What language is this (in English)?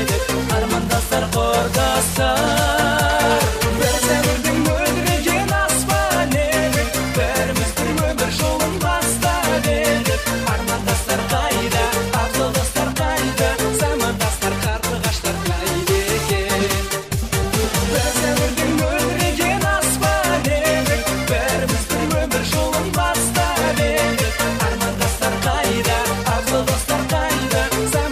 Kara-Kalpak